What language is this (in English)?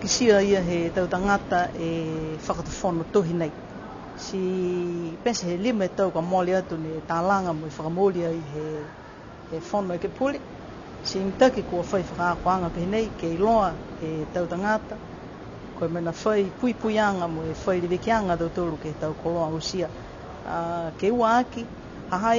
Niuean